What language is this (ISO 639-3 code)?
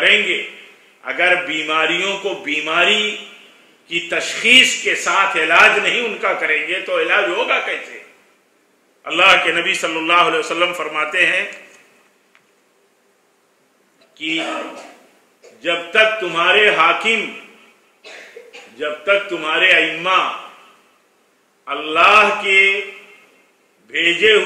urd